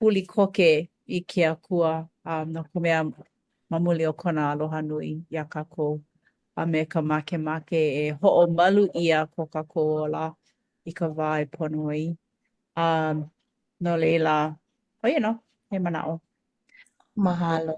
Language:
Hawaiian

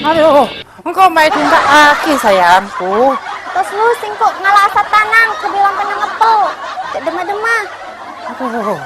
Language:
Madurese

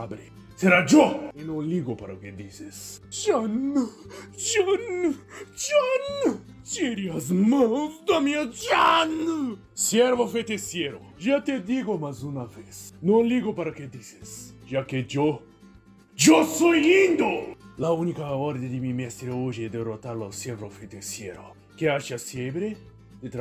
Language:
Portuguese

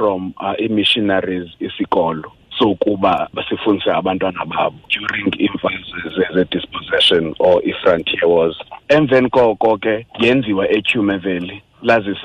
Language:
Xhosa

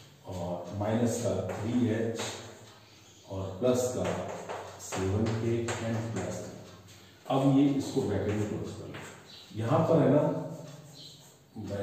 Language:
Hindi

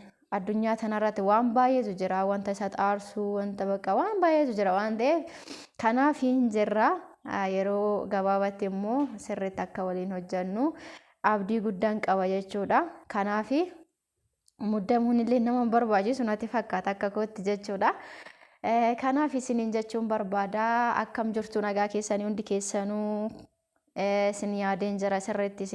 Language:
Oromo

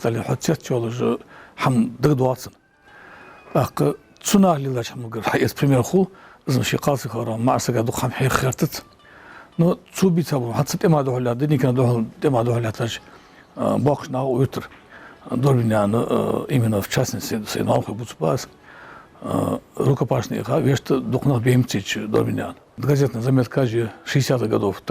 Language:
Ingush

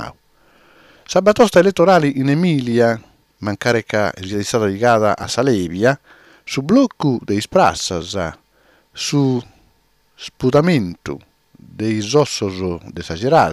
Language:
Sardinian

